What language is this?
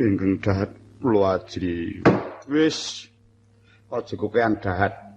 Javanese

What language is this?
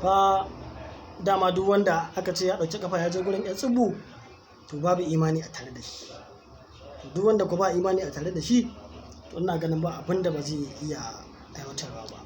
Hausa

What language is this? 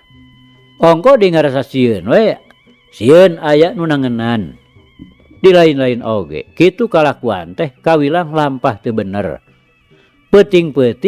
Sundanese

